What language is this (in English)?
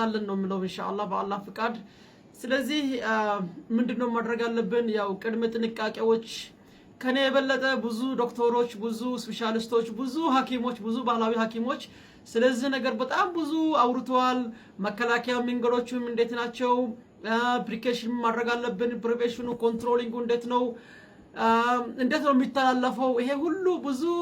Amharic